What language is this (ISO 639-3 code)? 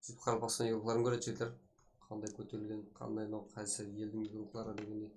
kaa